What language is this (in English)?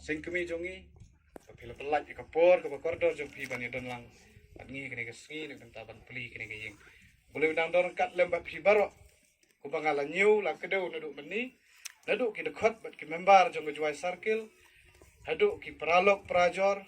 Khasi